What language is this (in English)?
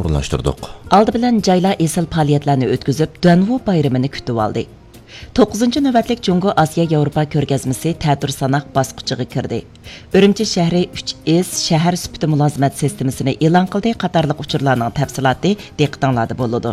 Uyghur